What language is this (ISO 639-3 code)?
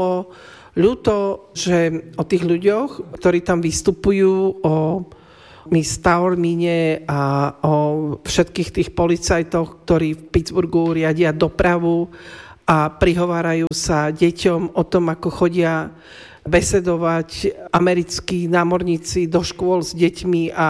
slk